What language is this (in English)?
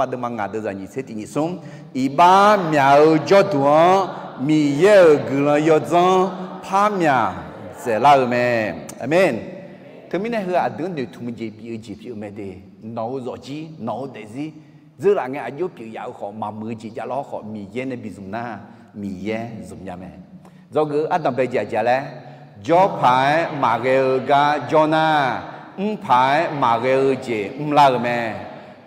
Akha